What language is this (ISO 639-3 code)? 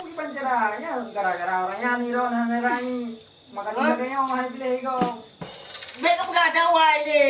ace